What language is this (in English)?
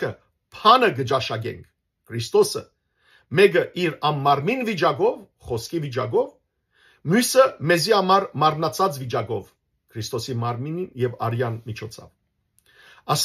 Western Armenian